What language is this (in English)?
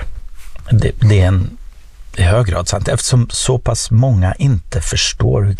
Swedish